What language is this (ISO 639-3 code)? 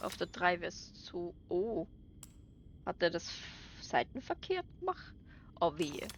bar